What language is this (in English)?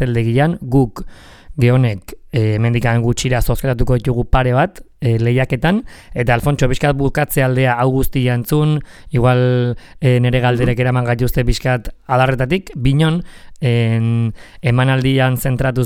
Basque